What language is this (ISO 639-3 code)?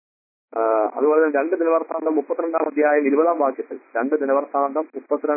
mal